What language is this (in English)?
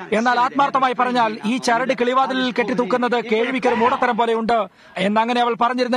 Malayalam